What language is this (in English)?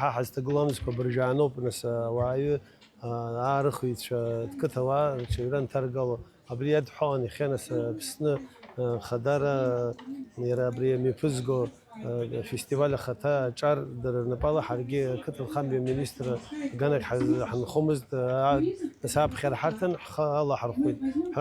Abkhazian